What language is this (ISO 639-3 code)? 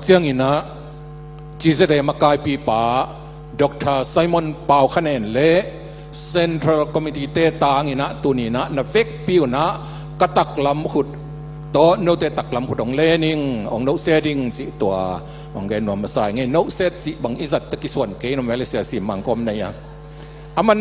ctd